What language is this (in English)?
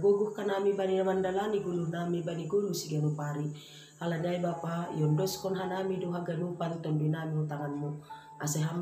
Batak Simalungun